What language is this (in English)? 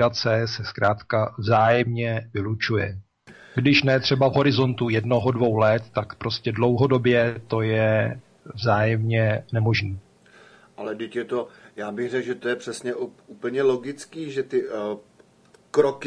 Czech